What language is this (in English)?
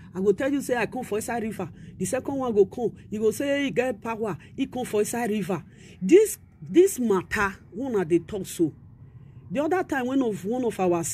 Nigerian Pidgin